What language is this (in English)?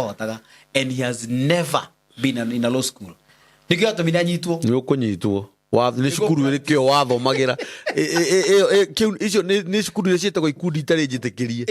Kikuyu